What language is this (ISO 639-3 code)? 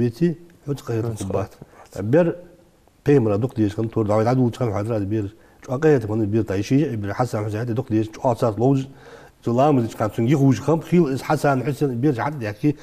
inh